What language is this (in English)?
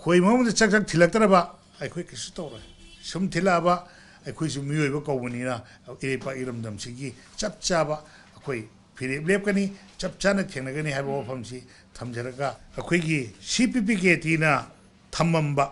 Manipuri